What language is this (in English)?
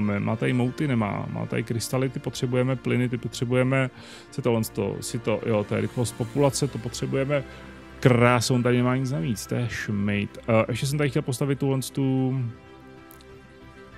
Czech